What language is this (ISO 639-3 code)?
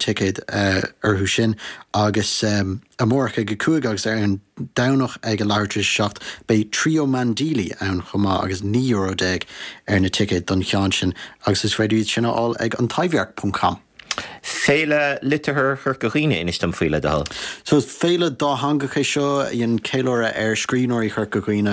gle